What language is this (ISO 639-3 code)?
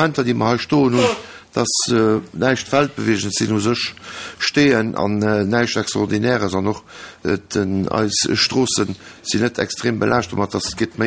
ltz